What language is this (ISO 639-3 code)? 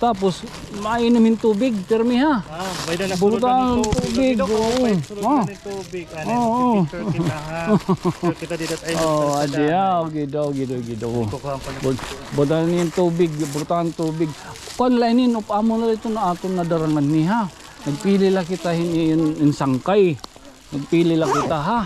war